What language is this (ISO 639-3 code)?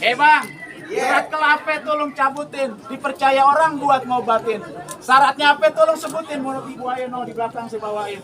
bew